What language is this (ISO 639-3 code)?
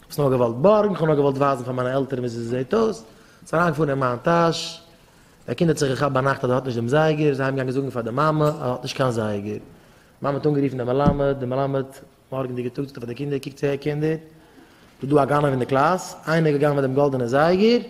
yid